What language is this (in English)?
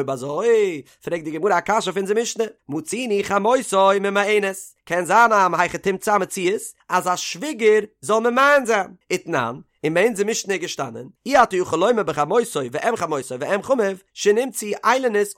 Yiddish